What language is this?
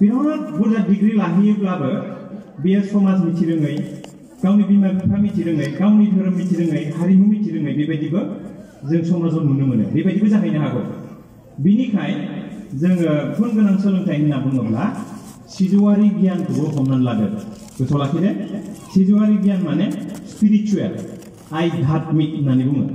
Bodo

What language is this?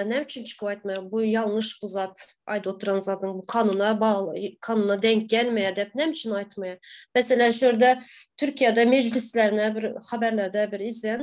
Turkmen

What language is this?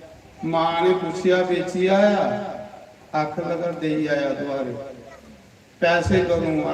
Dogri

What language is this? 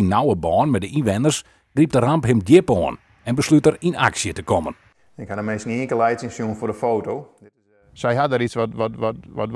Western Frisian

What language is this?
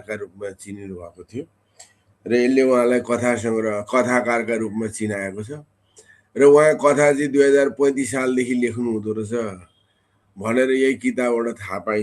Nepali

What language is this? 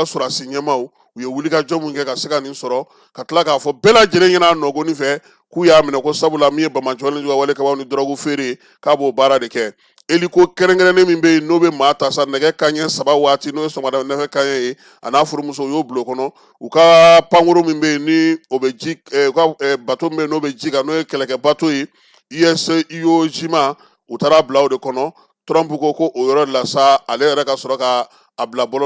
Bambara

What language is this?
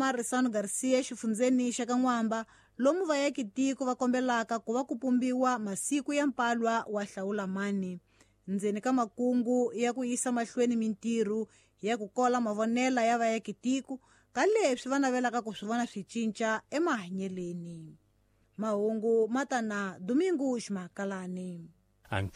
Tsonga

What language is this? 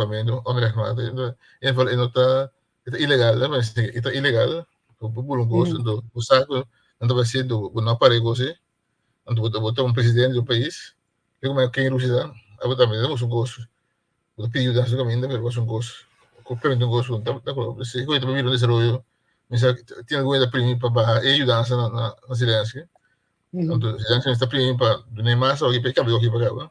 Papiamento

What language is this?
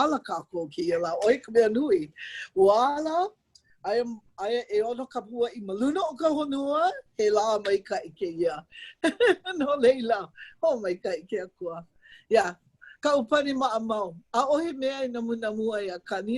Hawaiian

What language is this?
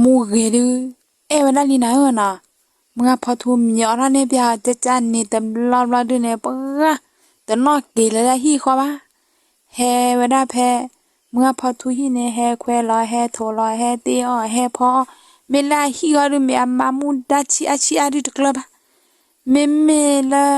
S'gaw Karen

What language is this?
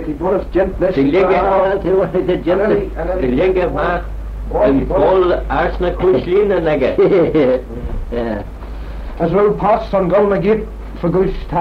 Manx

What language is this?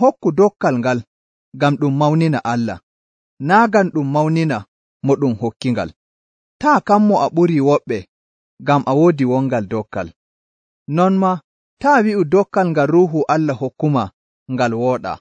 Nigerian Fulfulde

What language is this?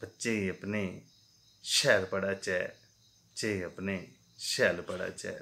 Dogri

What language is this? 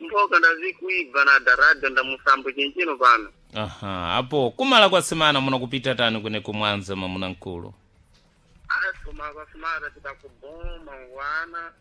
Sena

